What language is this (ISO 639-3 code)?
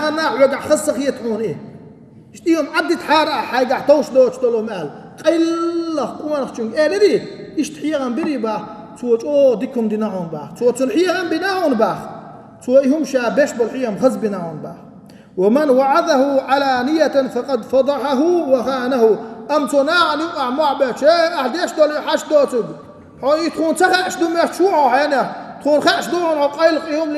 che